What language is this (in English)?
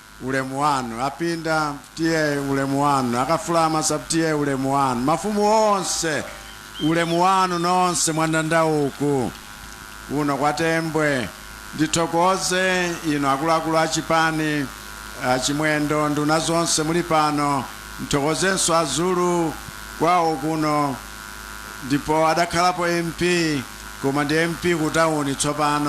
Nyanja